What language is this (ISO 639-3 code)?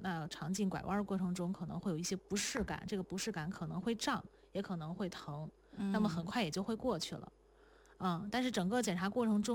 zho